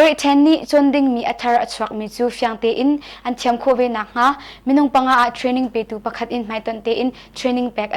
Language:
Hakha Chin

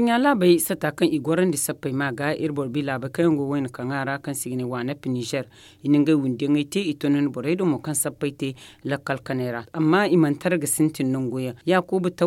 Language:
Zarma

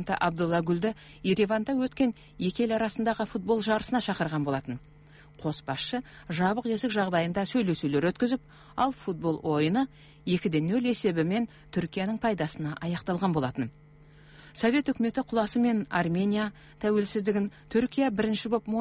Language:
Kazakh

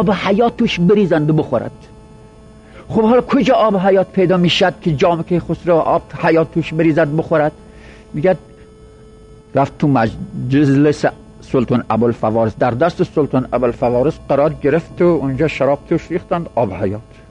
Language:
Persian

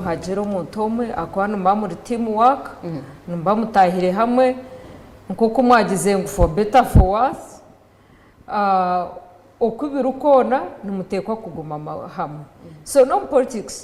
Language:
Nyankole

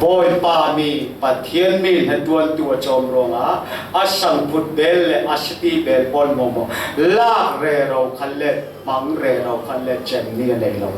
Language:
Falam Chin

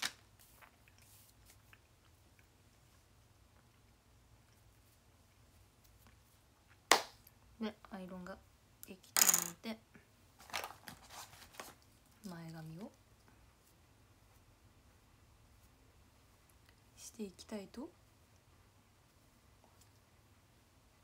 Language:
Japanese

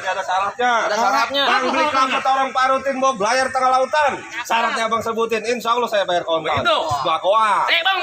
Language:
Betawi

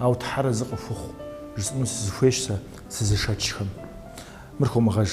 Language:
Kabardian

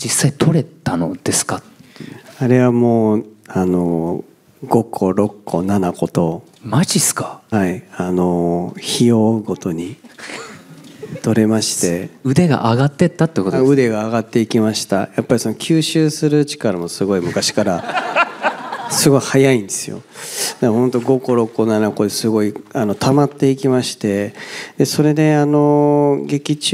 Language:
Japanese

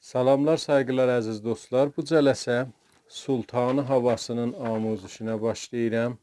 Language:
South Azerbaijani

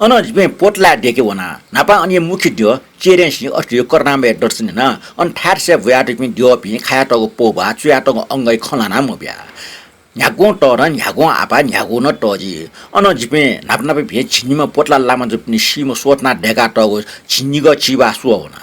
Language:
Newari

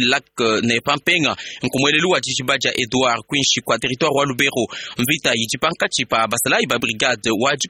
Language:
Luba-Lulua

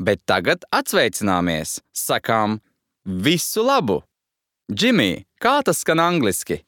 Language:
Latvian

